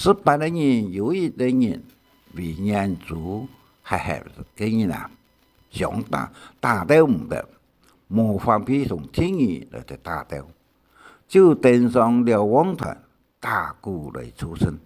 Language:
Hakka Chinese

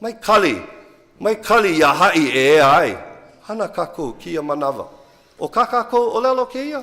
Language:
Hawaiian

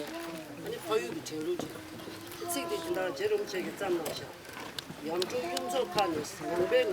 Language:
Tibetan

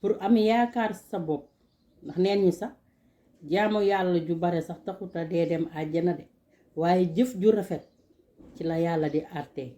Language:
Wolof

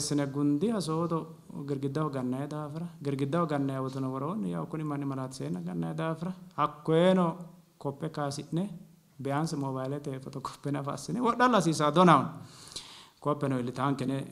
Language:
Sidamo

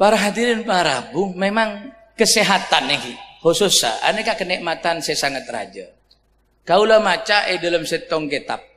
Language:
Madurese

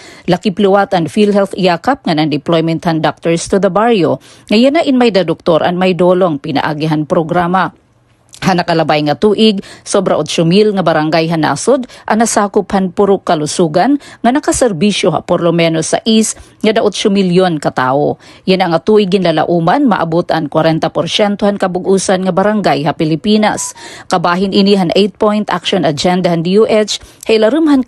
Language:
Waray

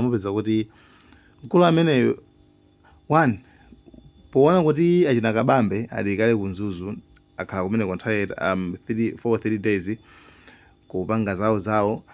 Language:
Nyanja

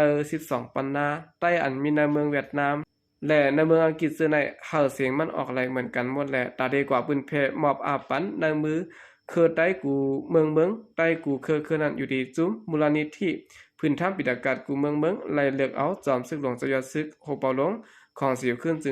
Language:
Shan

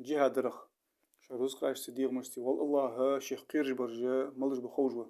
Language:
Ingush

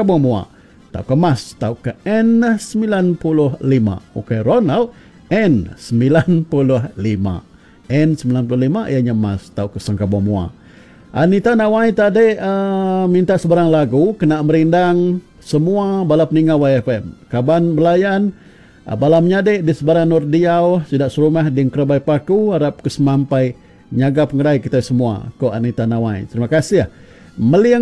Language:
Iban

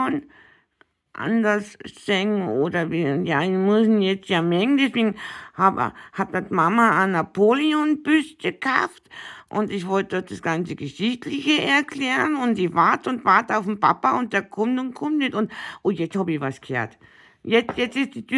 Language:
Bavarian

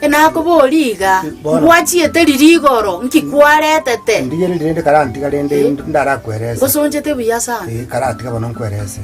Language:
Gusii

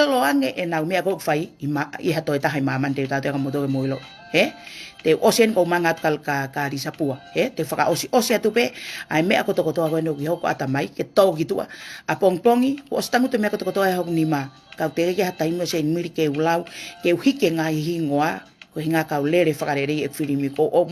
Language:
Tongan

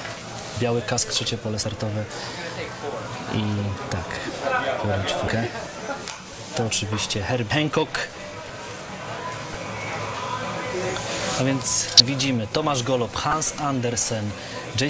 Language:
Polish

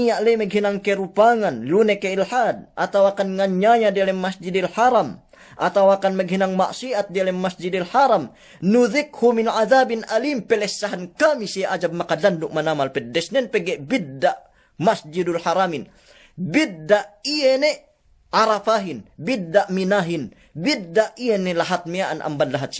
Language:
Yakan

